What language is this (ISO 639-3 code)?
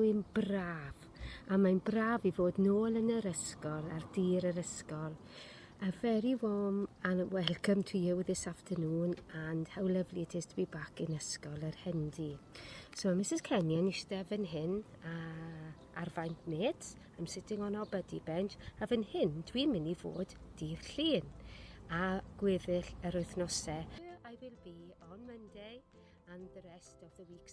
cym